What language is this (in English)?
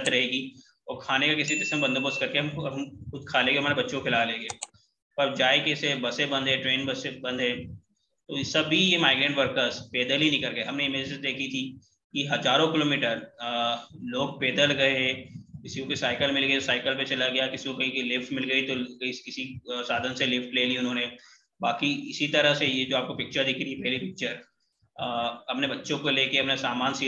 Hindi